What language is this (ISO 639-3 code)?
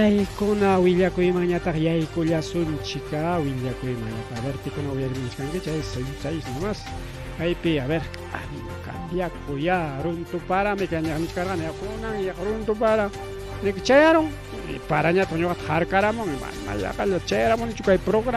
quy